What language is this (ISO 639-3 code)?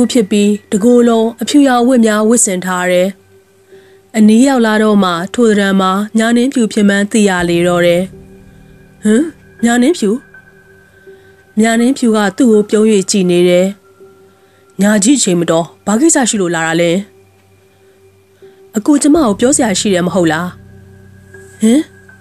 mya